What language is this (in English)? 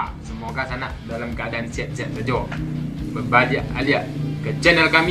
Minangkabau